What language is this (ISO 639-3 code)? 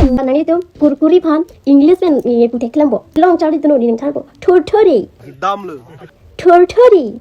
mjw